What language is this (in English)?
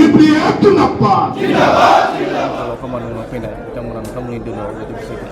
Bodo